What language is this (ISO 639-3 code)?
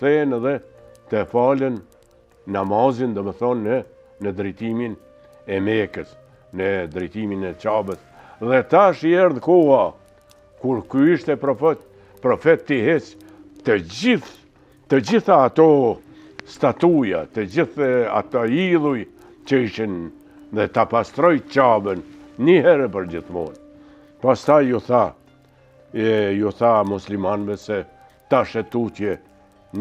sqi